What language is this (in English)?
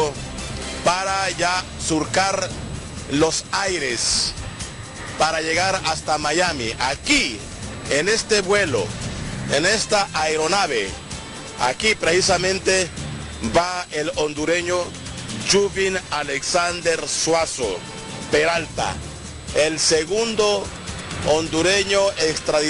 Spanish